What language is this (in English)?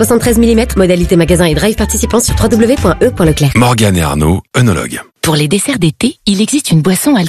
French